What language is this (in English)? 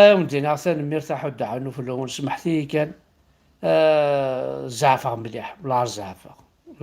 Kabyle